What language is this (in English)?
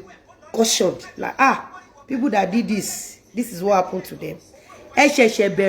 Yoruba